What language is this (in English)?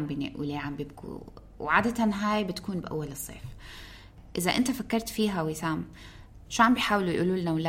North Levantine Arabic